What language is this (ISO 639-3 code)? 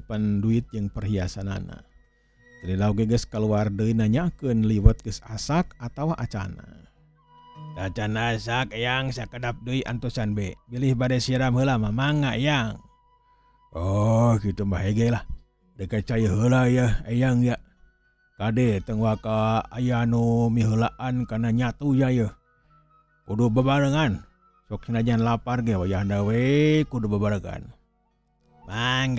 sun